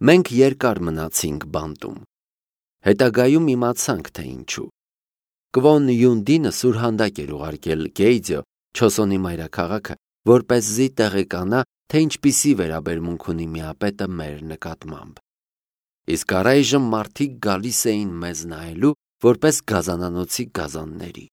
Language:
Armenian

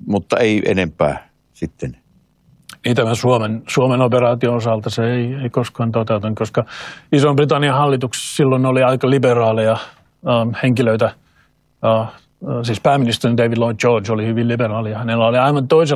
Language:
Finnish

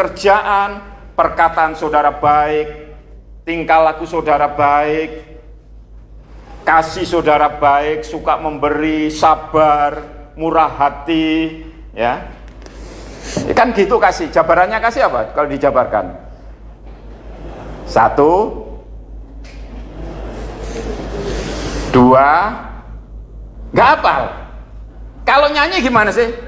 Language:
Indonesian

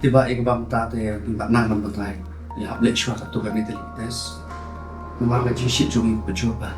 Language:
Khasi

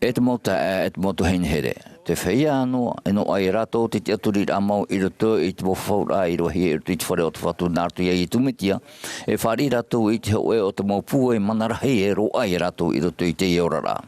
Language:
Tahitian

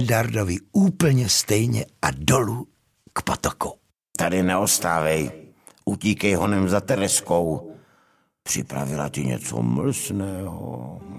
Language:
Czech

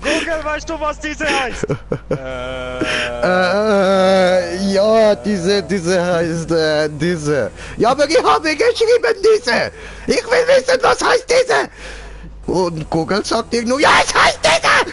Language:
Swiss German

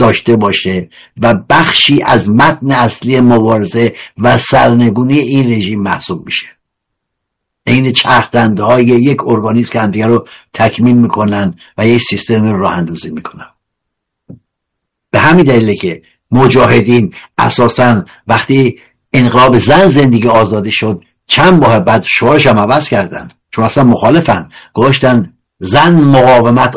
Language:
Persian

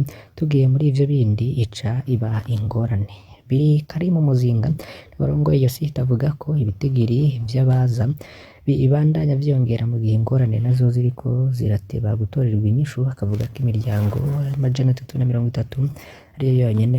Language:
Rundi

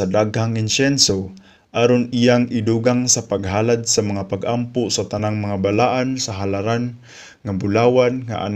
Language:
Cebuano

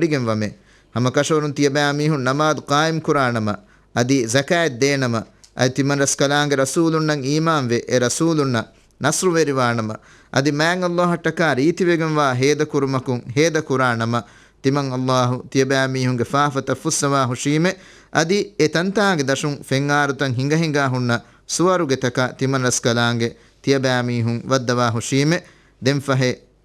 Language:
Divehi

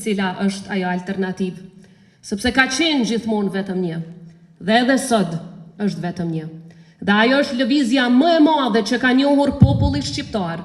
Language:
Albanian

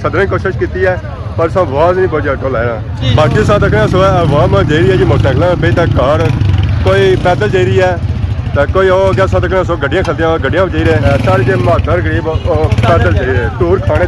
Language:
Pahari-Potwari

